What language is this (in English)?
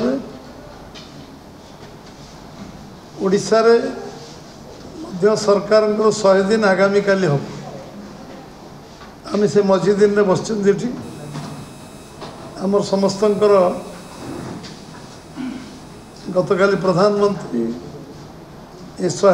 Odia